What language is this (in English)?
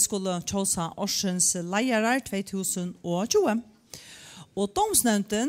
Faroese